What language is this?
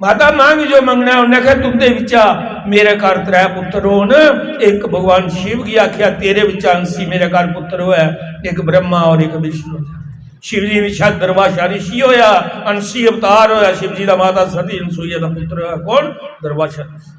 Dogri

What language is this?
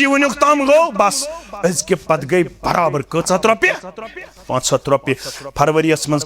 Kashmiri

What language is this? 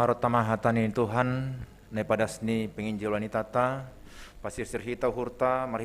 Batak Simalungun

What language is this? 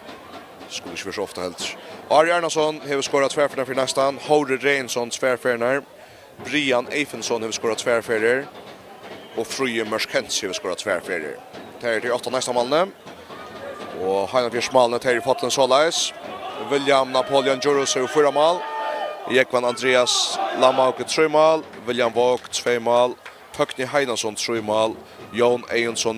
Faroese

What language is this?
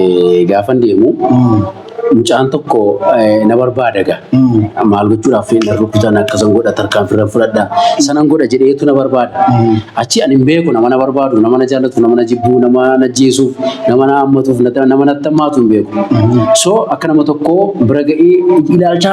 Oromo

